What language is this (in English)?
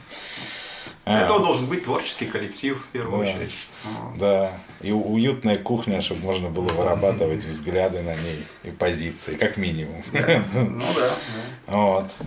Russian